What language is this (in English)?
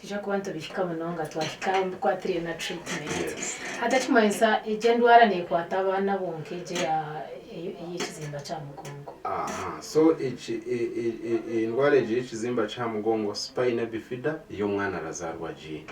Nyankole